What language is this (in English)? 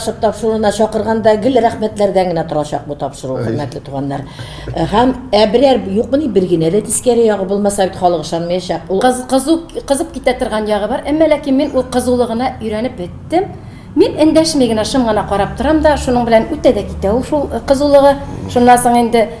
Tatar